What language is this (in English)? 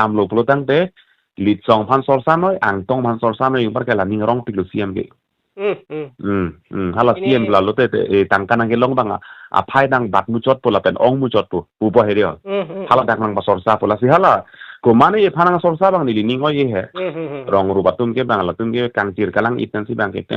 Karbi